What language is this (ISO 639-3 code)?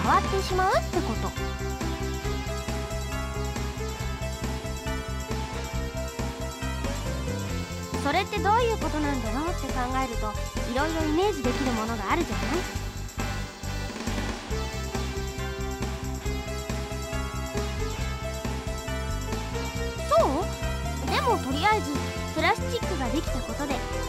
jpn